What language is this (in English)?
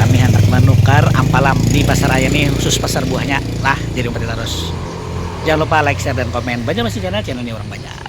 Banjar